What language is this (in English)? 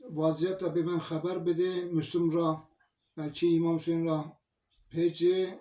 Zaza